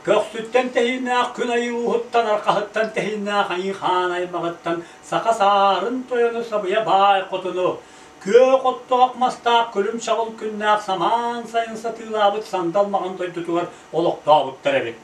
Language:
Yakut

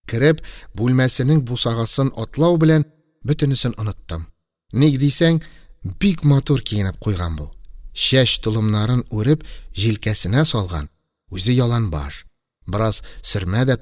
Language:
Tatar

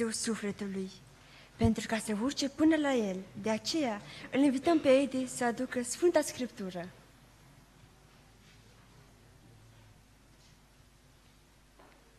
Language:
Romanian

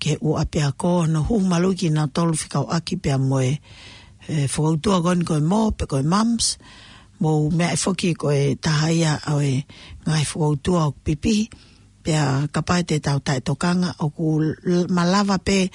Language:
Tongan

